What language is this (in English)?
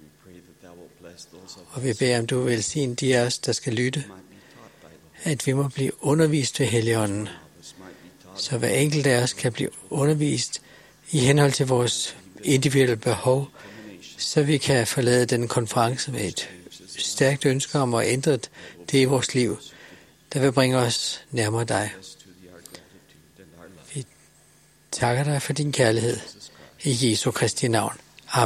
Danish